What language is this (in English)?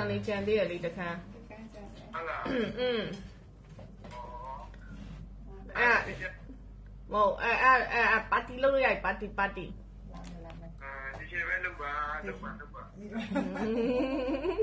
Burmese